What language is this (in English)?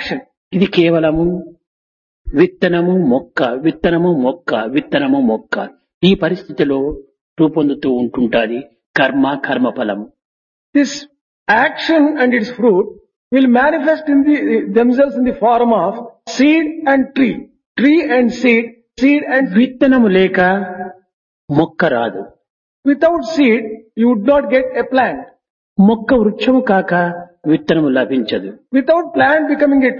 Telugu